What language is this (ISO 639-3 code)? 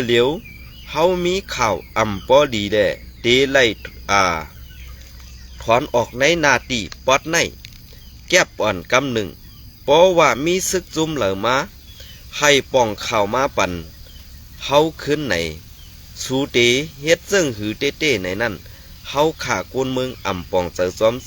shn